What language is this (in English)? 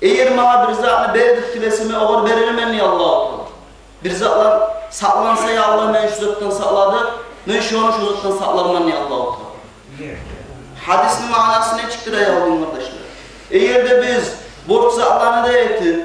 Kumyk